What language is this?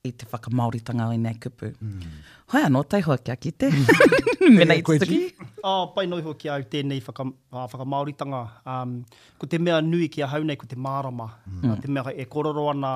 Māori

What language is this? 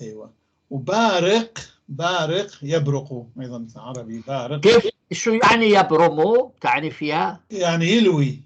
North Levantine Arabic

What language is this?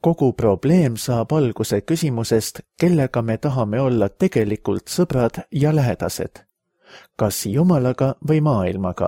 Estonian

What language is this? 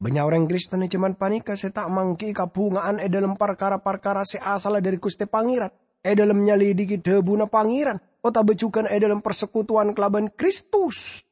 Madurese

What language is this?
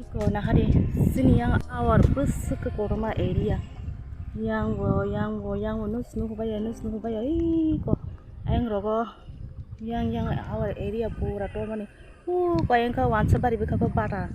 Kok Borok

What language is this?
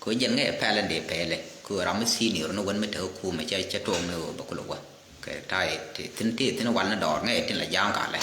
Nuer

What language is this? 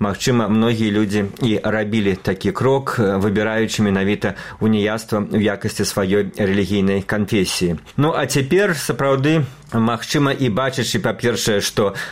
Belarusian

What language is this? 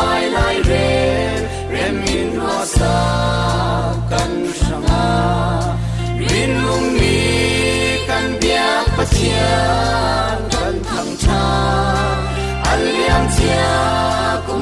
Falam Chin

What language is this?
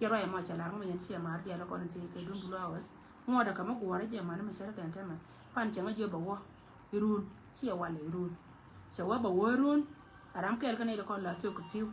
Nuer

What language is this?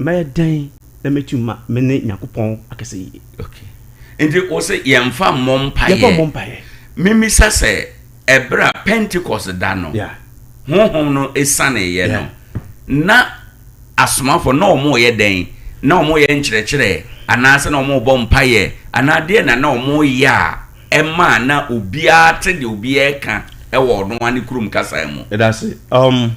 Akan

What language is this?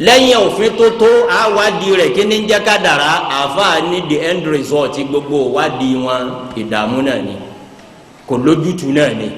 Yoruba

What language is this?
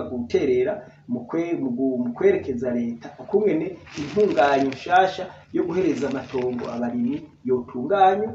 Rundi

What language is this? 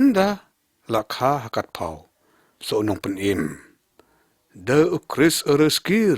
Lyngngam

